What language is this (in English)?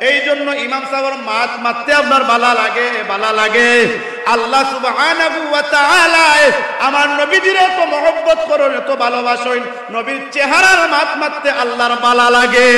Sylheti